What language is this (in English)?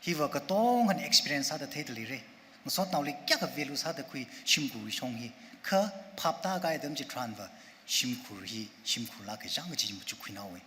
Tangkhul Naga (India)